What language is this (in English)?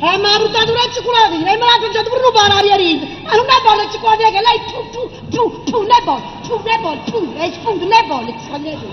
Neapolitan